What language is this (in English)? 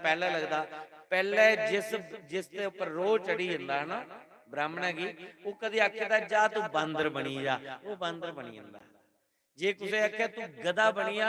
Dogri